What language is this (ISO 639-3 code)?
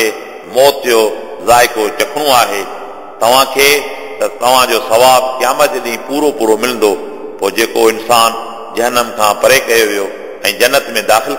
snd